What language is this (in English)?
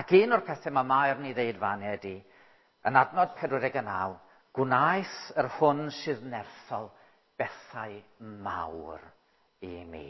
Welsh